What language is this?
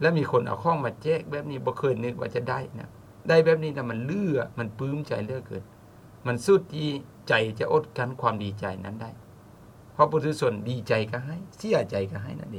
Lao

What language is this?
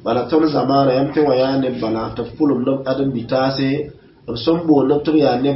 Mossi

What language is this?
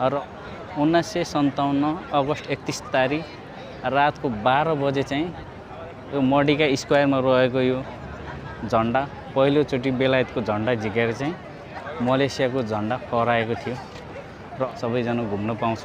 Nepali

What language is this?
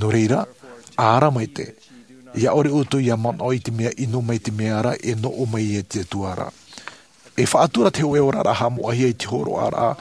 Tahitian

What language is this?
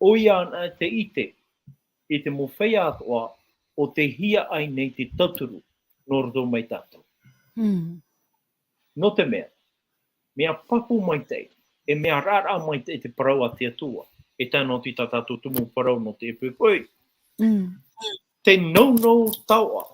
Tahitian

